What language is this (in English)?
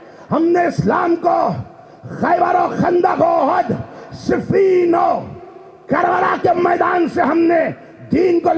Urdu